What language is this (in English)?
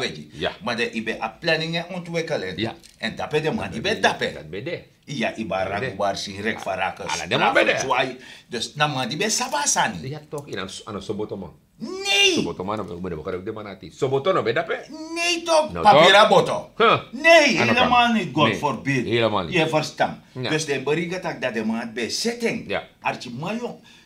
Sranan Tongo